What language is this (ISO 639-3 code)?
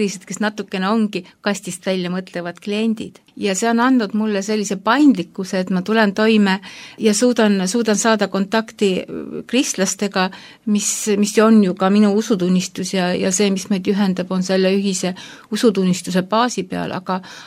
est